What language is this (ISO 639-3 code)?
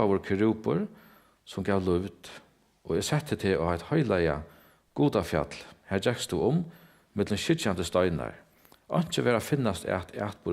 fao